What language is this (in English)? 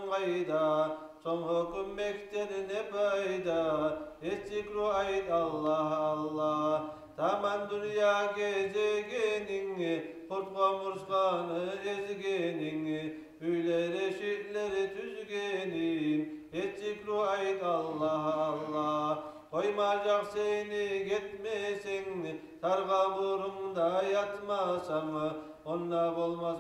Kumyk